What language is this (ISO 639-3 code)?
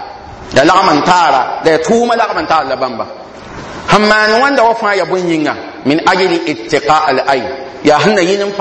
mos